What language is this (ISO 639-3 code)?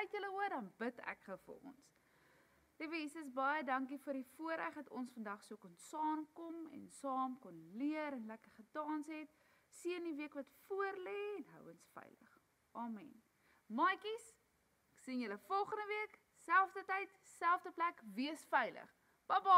afr